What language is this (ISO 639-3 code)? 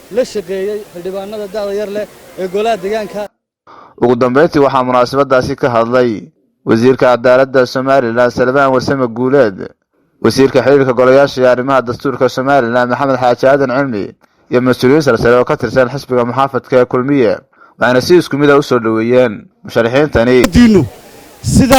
som